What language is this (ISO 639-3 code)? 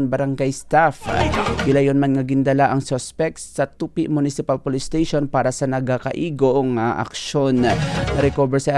hil